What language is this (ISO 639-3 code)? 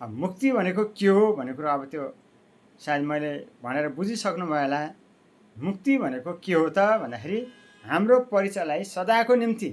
nep